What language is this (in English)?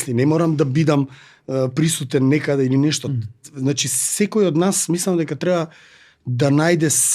Macedonian